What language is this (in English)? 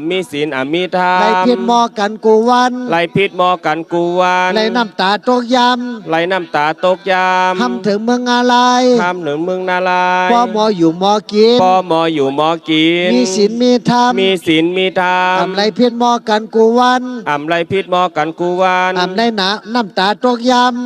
Shan